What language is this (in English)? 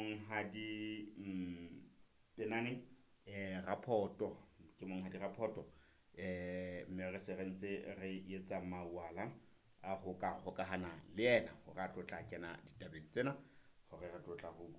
Southern Sotho